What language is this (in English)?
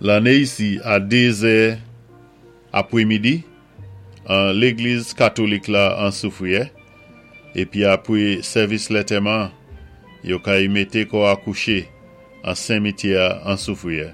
Saint Lucian Creole French